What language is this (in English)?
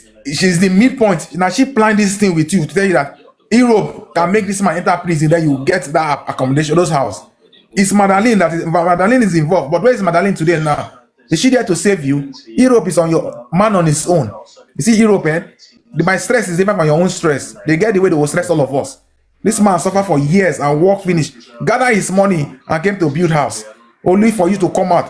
Nigerian Pidgin